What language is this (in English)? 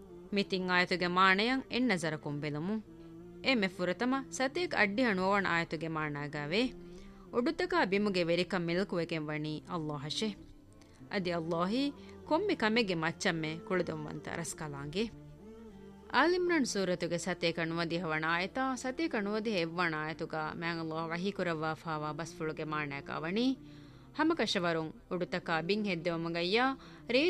Divehi